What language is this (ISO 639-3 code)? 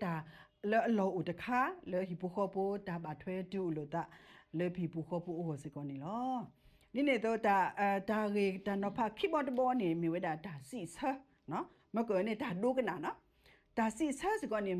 ksw